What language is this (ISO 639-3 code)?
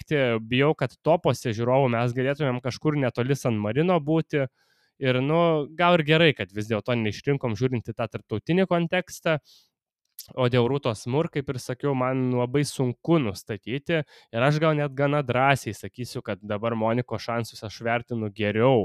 lit